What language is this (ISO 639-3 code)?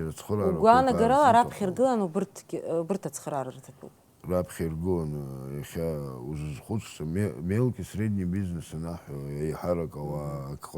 abk